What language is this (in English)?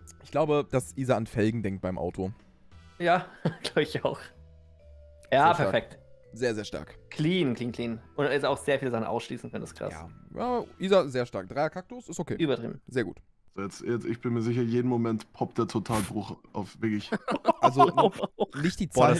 German